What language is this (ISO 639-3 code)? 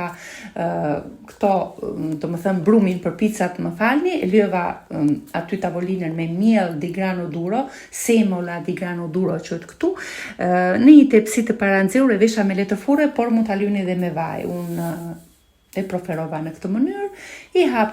sqi